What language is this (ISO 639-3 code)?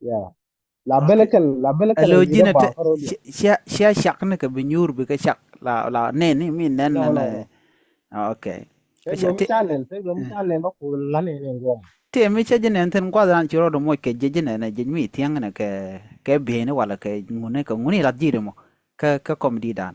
nus